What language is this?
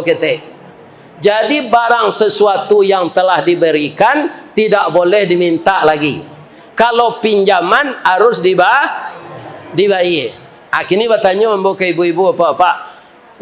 Minangkabau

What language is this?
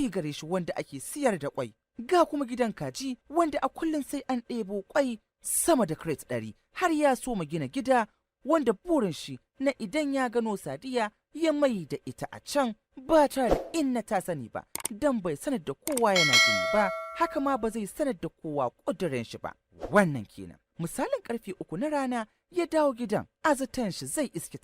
Hausa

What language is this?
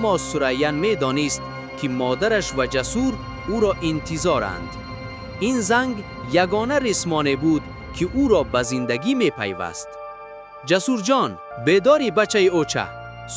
Tajik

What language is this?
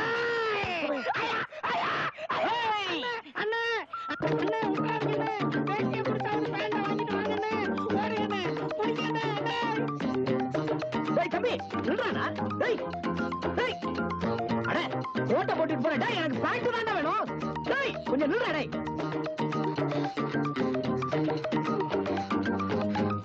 Tamil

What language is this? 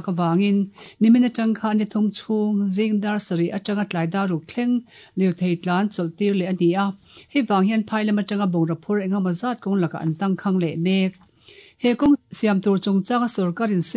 Mizo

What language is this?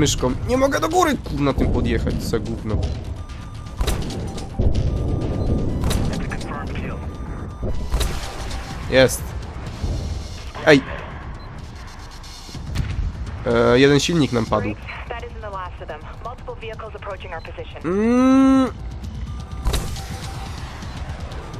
Polish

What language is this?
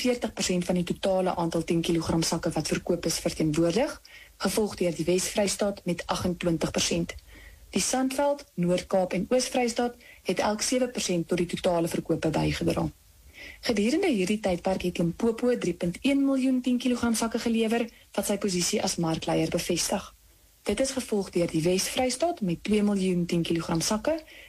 Afrikaans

